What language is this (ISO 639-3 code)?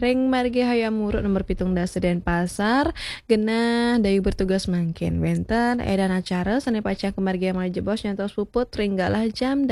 ban